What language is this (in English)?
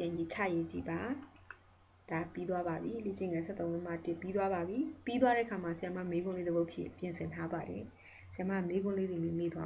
Burmese